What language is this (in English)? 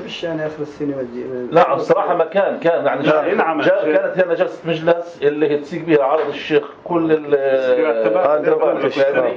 North Levantine Arabic